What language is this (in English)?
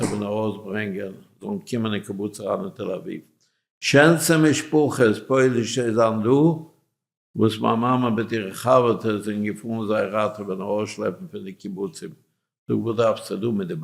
Yiddish